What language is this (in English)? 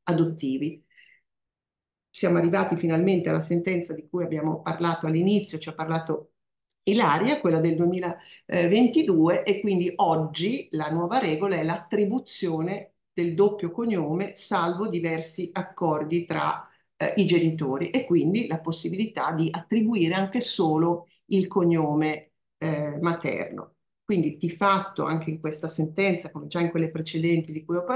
Italian